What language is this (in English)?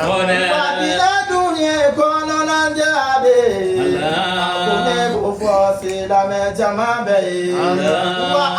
Bambara